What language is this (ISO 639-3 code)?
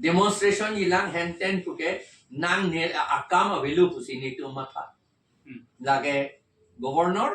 mjw